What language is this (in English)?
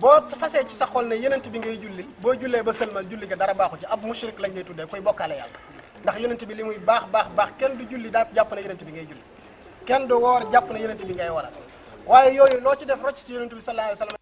Wolof